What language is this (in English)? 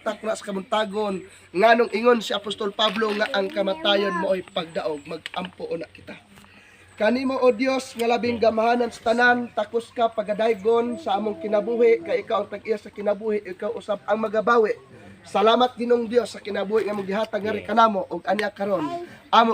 Cebuano